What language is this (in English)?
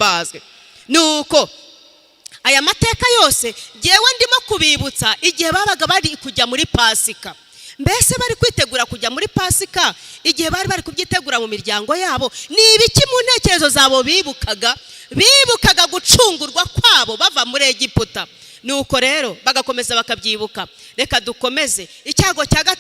Kinyarwanda